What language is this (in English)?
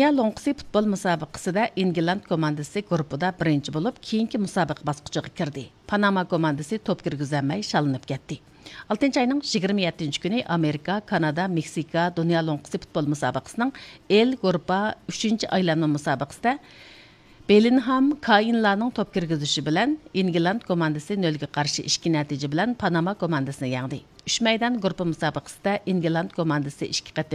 Uyghur